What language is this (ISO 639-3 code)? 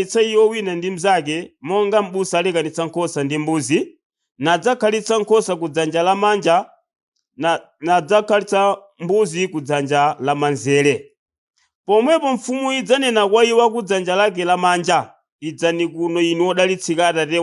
nya